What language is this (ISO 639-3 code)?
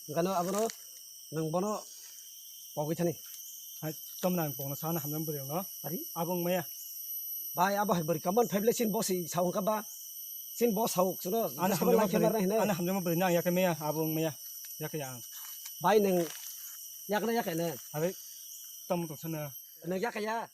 trp